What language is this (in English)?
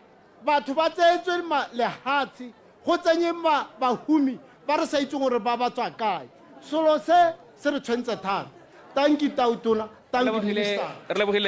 Tswana